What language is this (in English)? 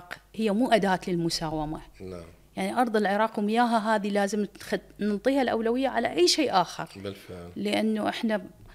Mesopotamian Arabic